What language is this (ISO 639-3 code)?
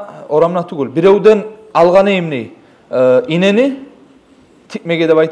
kum